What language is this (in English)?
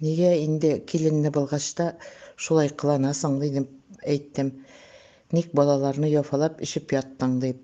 Tatar